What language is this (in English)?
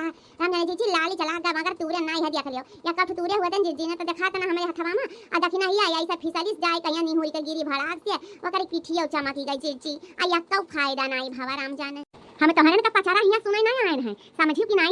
Awadhi